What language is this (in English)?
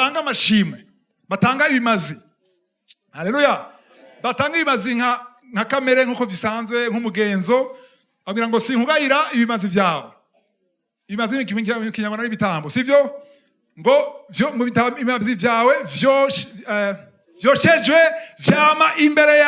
Rundi